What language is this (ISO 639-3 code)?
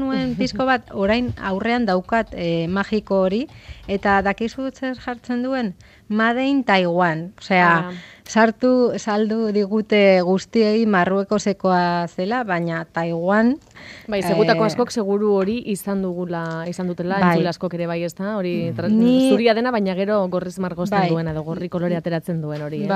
eus